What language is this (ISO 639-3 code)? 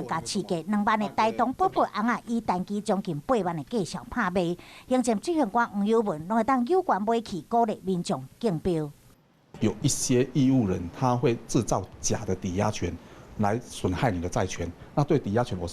nan